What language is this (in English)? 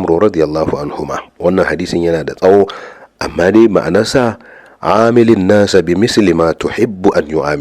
Hausa